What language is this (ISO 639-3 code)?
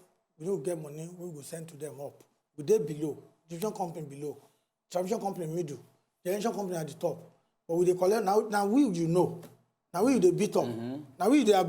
pcm